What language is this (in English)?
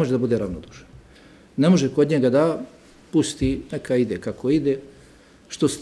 Bosnian